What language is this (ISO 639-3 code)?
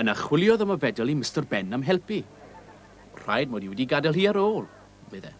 cym